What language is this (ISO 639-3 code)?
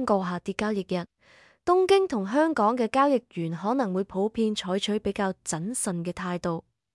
yue